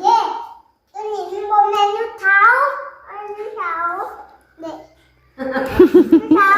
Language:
Northeastern Thai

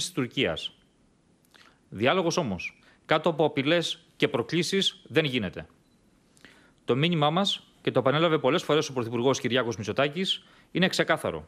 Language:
Greek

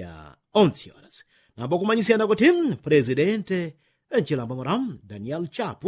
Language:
Yao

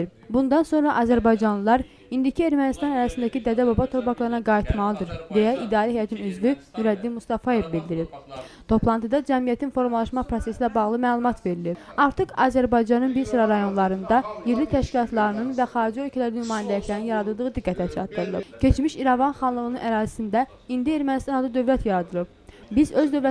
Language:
Azerbaijani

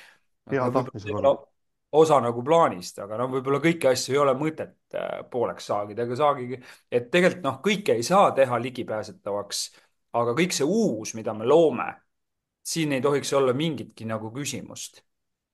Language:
Estonian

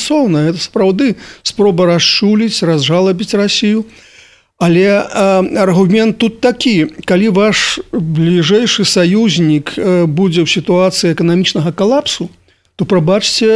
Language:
Belarusian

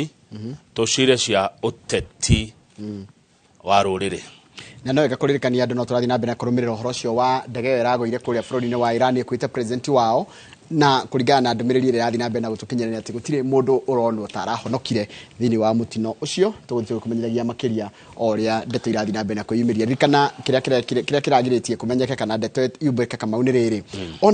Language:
Kikuyu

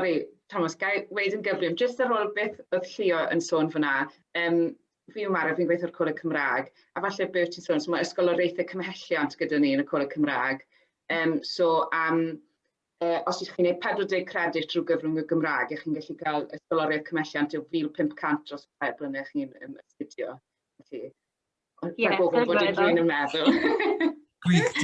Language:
Welsh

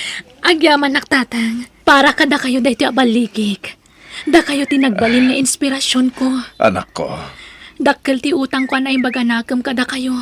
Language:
Iloko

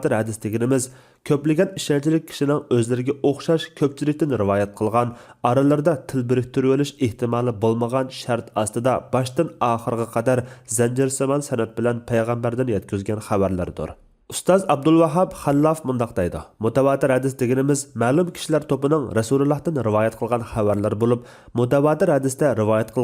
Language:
Uyghur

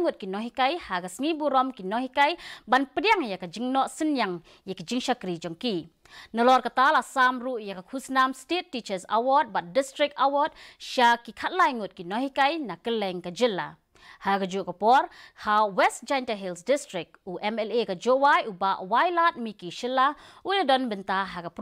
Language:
Khasi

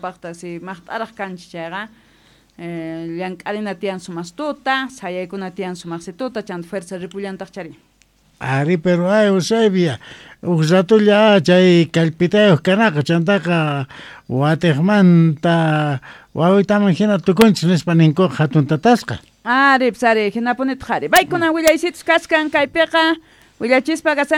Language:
Quechua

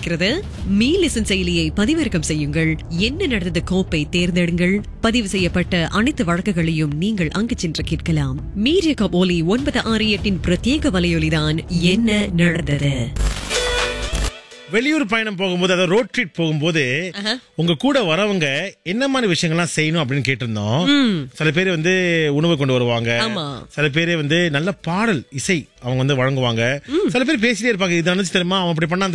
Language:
Tamil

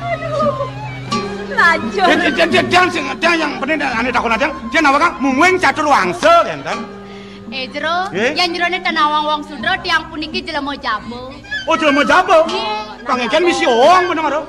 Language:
Balinese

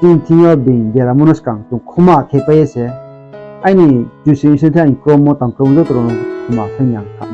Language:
Riang (India)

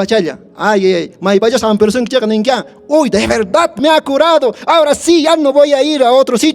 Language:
Quechua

